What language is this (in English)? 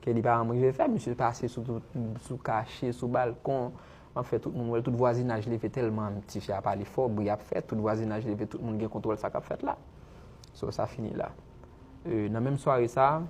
Haitian Creole